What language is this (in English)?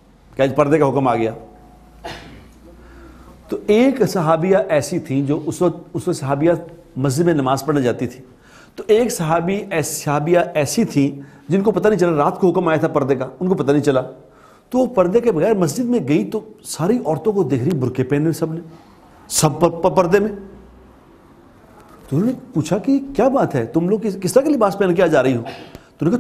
Urdu